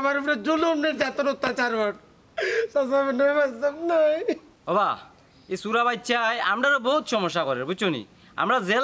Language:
Sylheti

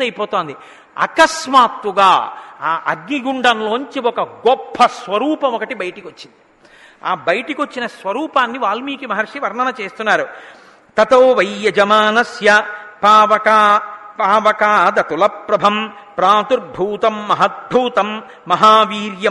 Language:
Telugu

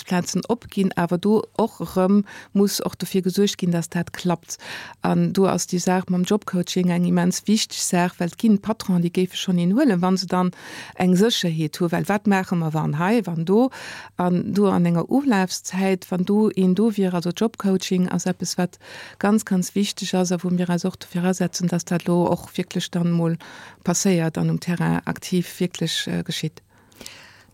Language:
Luxembourgish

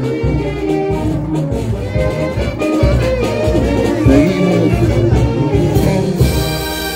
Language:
Spanish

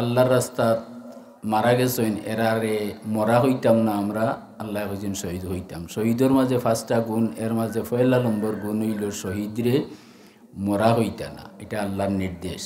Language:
Sylheti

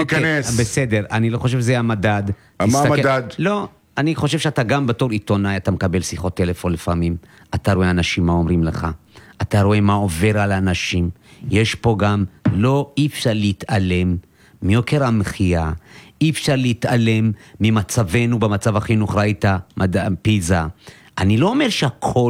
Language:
Hebrew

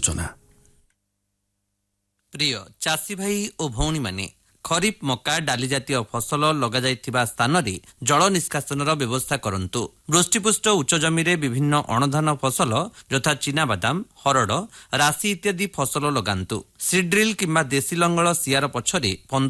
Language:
Odia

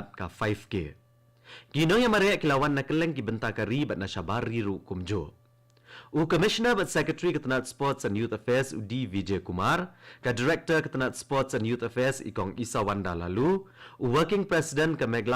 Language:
Khasi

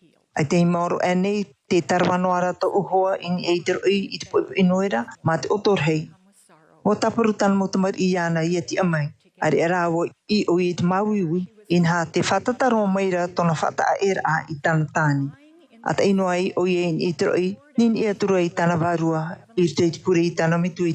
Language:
Tahitian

